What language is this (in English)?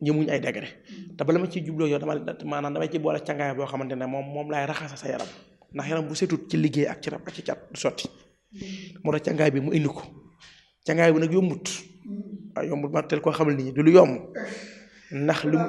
Wolof